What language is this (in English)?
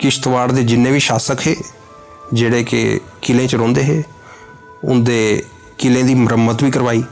Dogri